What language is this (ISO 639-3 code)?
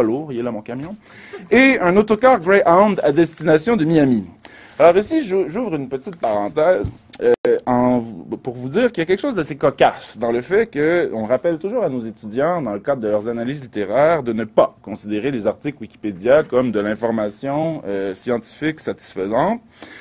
fra